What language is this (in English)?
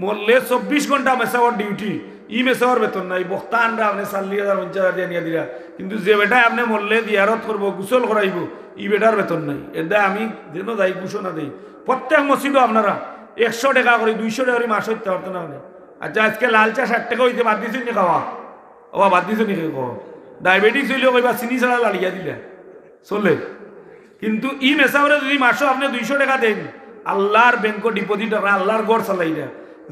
Sylheti